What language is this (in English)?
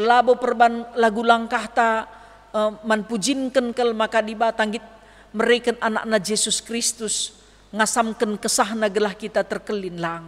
Batak Karo